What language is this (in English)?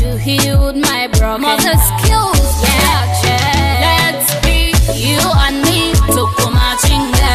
Nyoro